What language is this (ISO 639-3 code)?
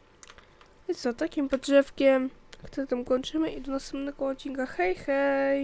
pol